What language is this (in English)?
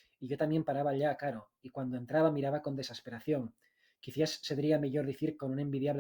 Asturian